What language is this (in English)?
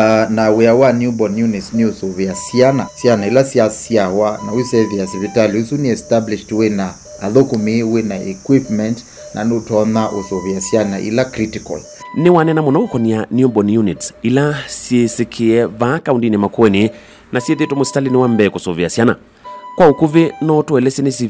Kamba